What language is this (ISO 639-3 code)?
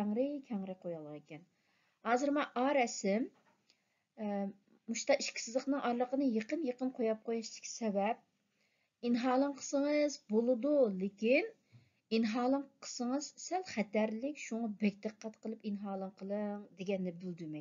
uig